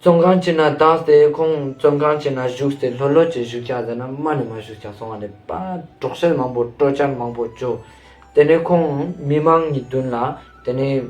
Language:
Ladakhi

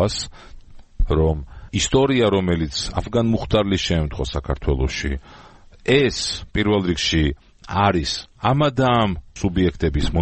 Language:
Georgian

